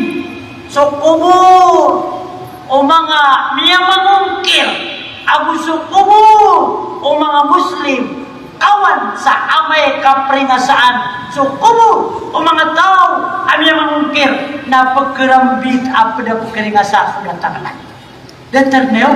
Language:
Maranao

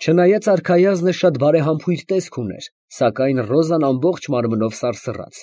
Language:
Armenian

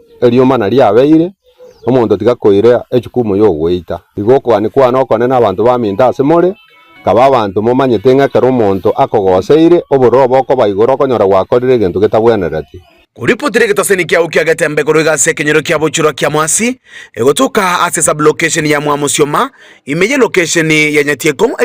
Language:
Gusii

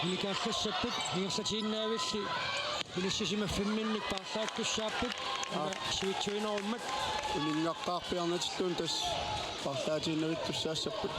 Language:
Kalaallisut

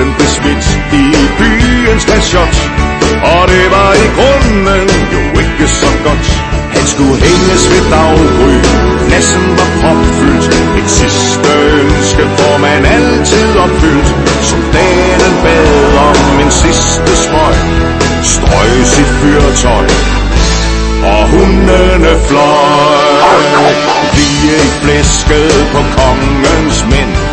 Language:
Danish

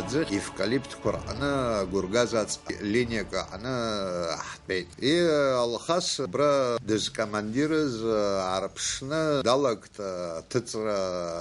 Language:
Abkhazian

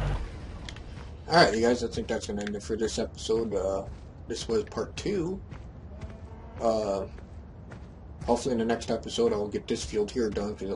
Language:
English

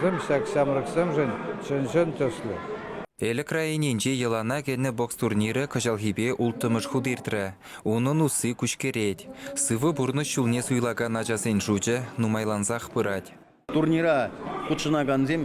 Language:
Chuvash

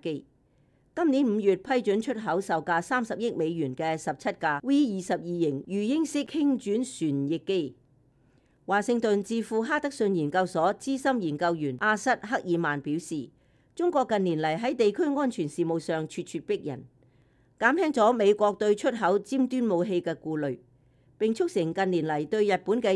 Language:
Cantonese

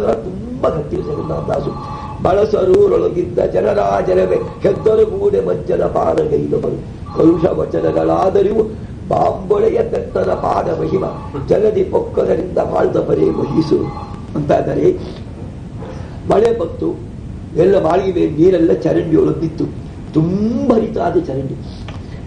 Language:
Kannada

